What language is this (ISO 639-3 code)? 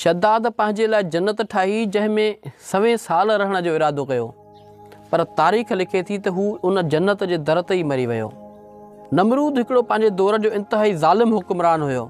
snd